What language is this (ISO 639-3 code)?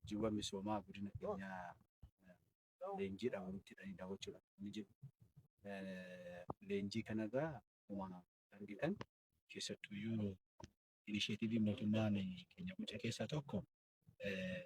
orm